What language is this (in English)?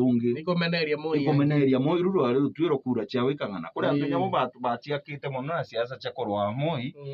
Meru